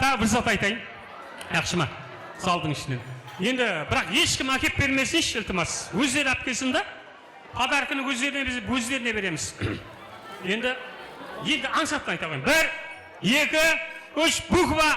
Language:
Kara-Kalpak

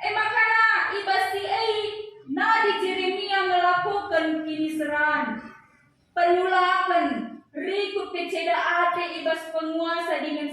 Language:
Batak Karo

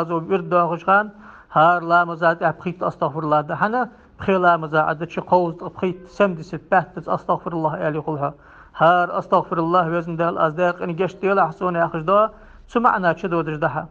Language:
Ingush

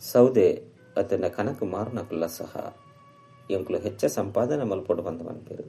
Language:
Tulu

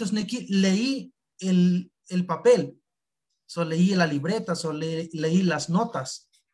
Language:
Eastern Huasteca Nahuatl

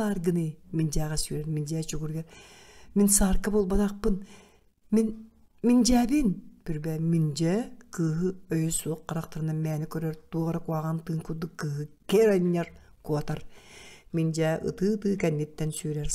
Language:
Yakut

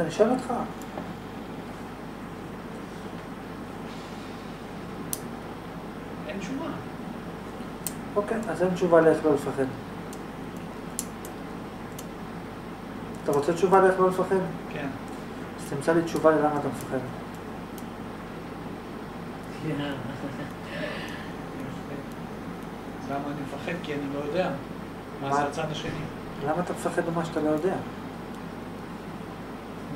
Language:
Hebrew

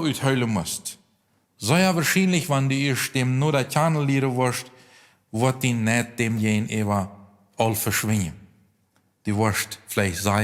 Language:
Plautdietsch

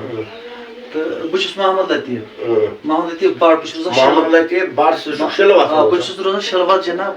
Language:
Kashmiri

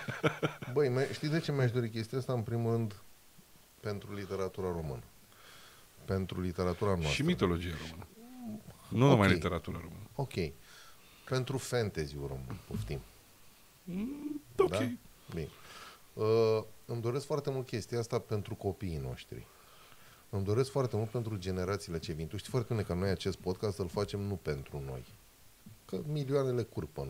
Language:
Romanian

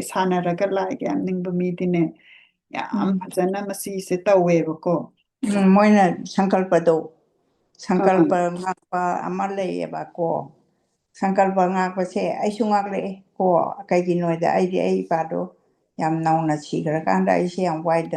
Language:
Manipuri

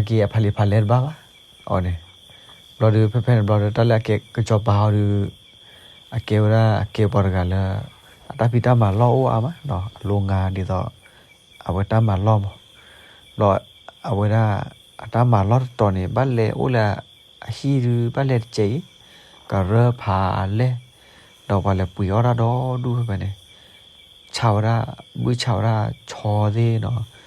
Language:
S'gaw Karen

